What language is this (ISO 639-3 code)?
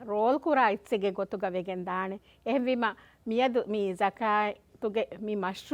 div